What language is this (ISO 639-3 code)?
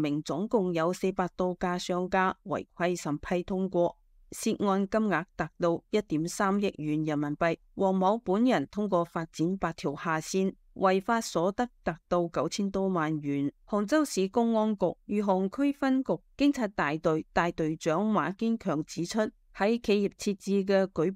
yue